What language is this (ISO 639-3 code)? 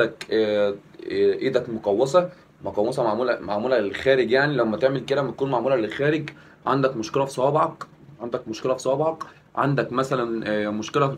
arz